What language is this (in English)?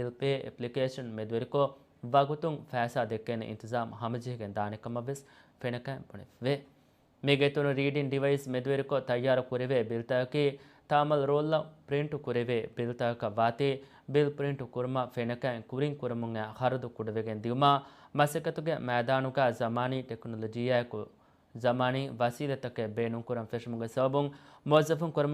Divehi